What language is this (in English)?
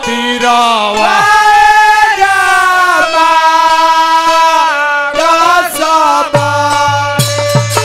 Bhojpuri